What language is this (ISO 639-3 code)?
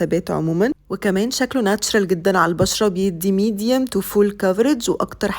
arz